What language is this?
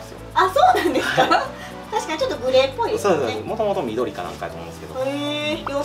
Japanese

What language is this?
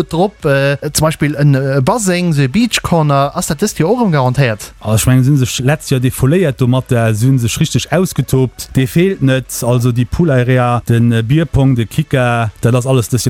Luxembourgish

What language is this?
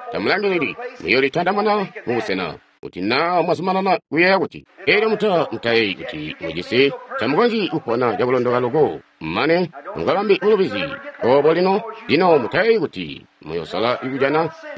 Tonga (Zambia)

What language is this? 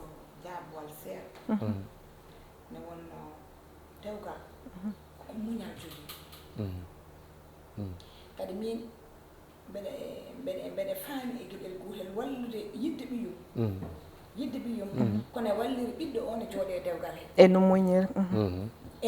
Fula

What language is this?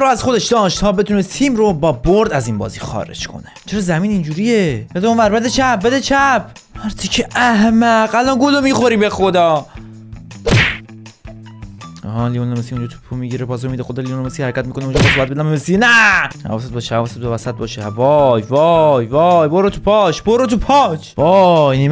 Persian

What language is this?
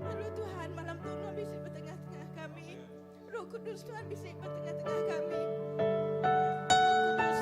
Iban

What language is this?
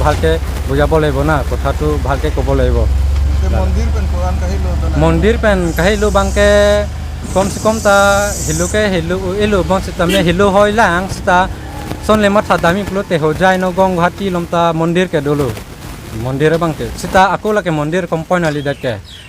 Karbi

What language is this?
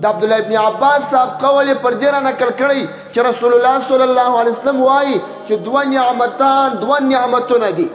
Pashto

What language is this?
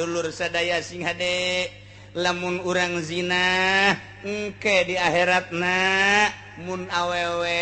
Sundanese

